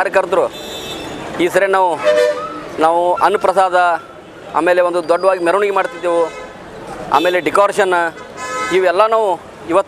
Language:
Kannada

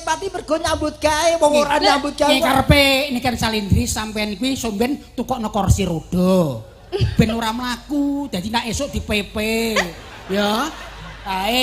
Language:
Javanese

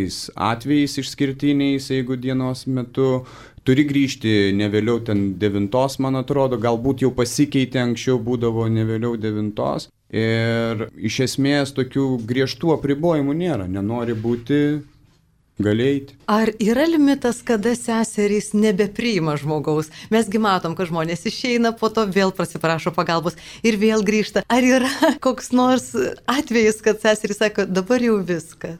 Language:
Lithuanian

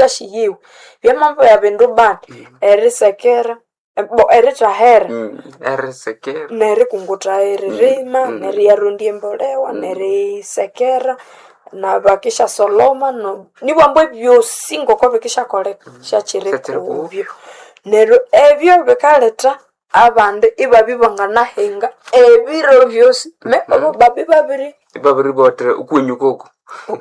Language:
Nande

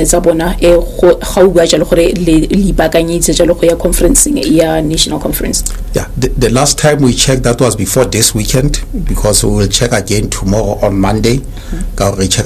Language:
Tswana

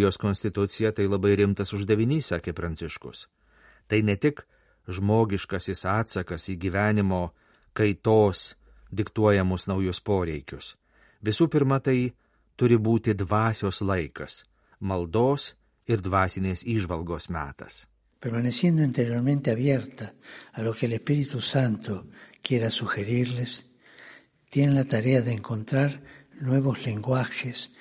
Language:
Lithuanian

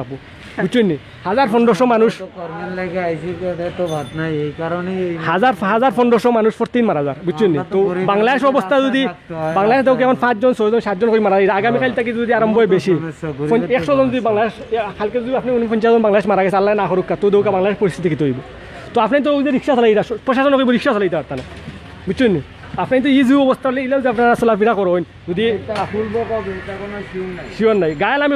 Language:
Sylheti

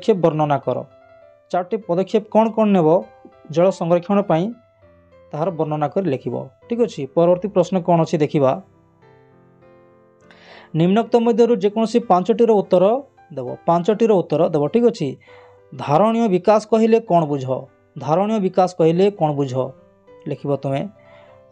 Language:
Odia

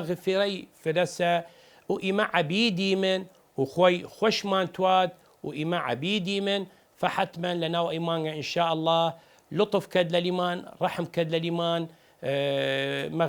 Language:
Southern Kurdish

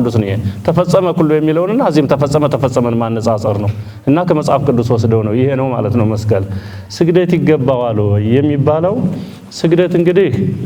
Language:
Amharic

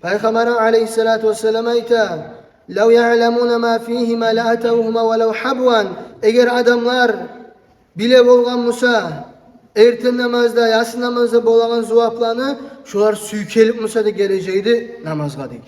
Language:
Kumyk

